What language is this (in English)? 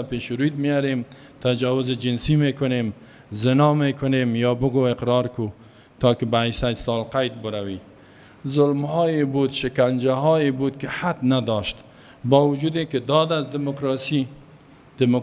Persian